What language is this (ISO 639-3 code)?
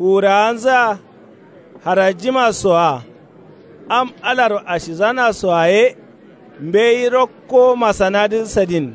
kau